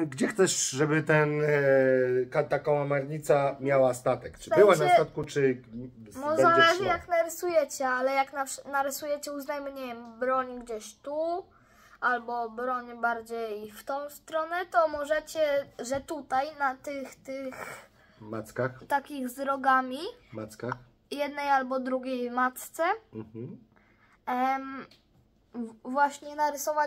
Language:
Polish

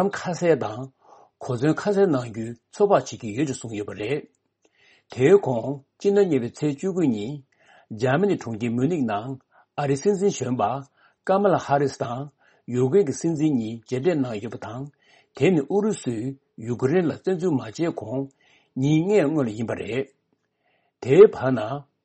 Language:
Tibetan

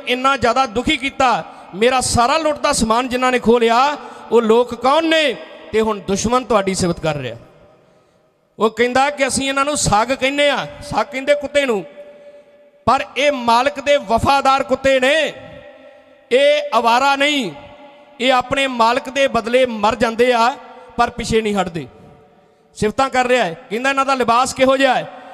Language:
Punjabi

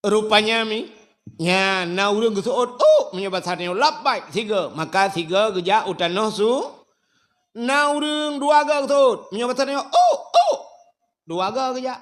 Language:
Achinese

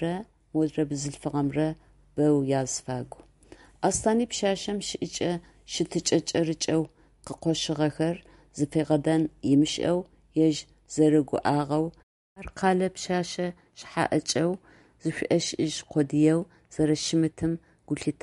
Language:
Adyghe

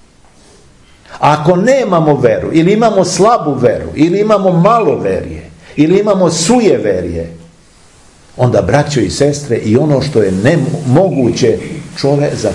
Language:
Serbian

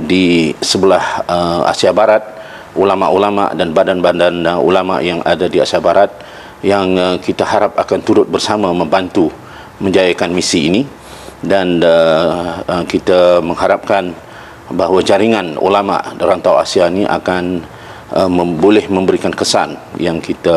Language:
Malay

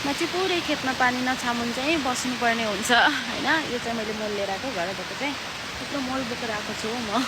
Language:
Nepali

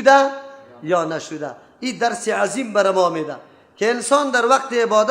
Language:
Persian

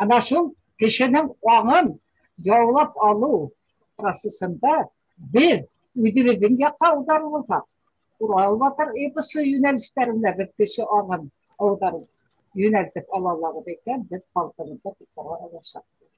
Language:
Bashkir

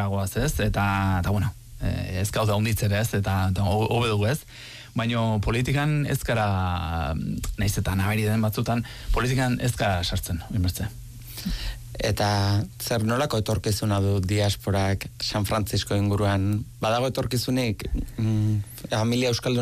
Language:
Basque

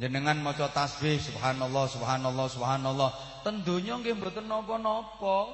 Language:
Javanese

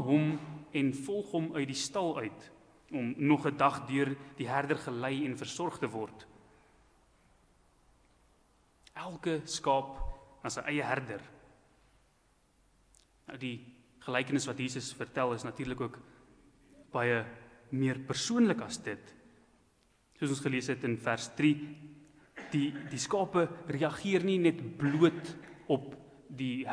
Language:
Afrikaans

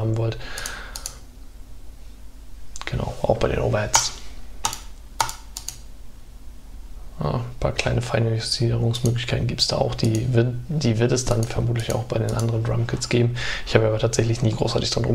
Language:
German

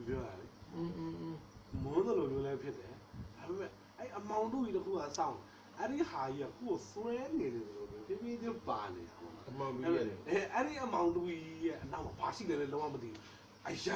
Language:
Burmese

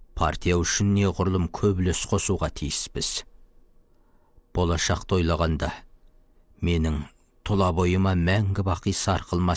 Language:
Kazakh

